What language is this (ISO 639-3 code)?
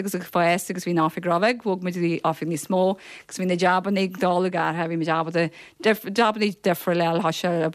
gle